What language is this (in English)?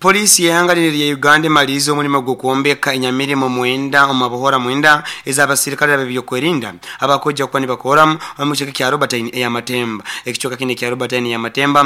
Nyoro